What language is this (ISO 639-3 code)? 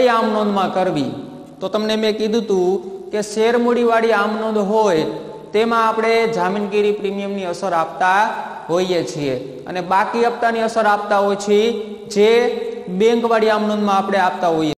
guj